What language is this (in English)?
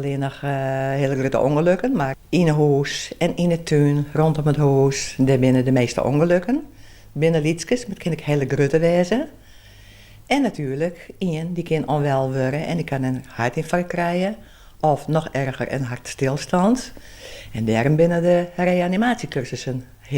Western Frisian